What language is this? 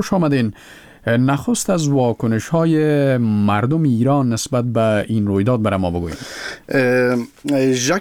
Persian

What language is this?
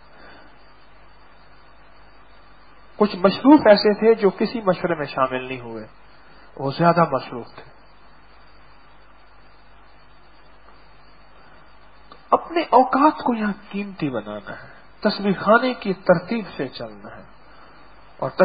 Urdu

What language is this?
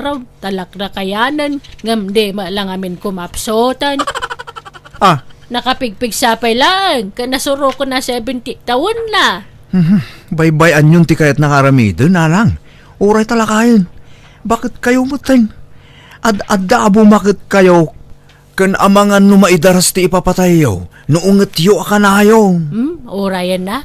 Iloko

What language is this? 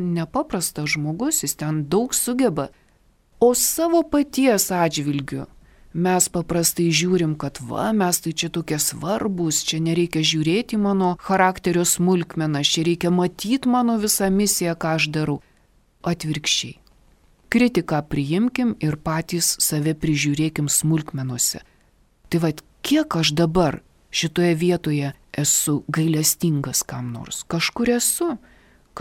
Lithuanian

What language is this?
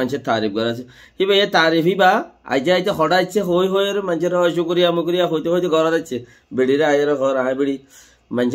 Rohingya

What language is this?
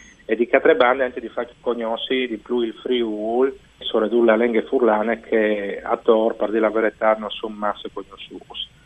Friulian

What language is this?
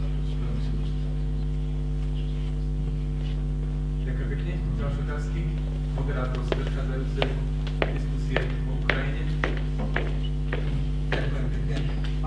Slovak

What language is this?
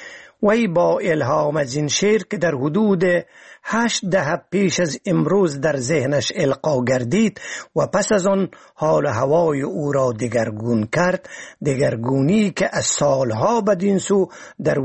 Persian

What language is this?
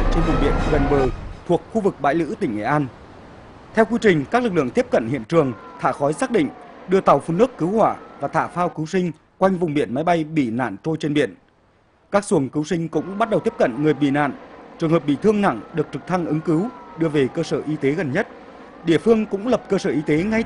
Vietnamese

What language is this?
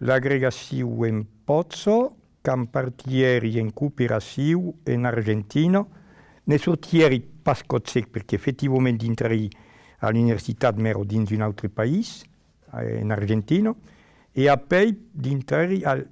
Occitan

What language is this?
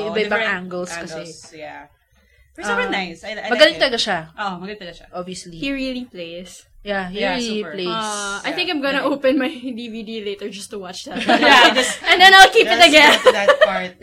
Filipino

